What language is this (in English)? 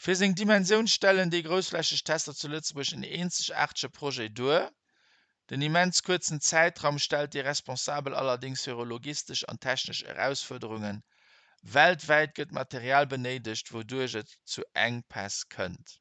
Luxembourgish